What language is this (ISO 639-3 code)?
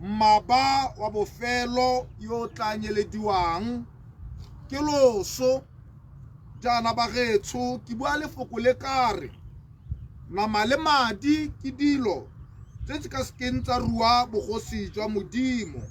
tsn